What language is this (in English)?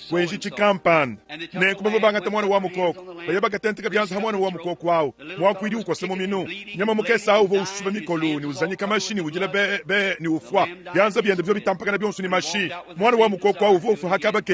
Luba-Lulua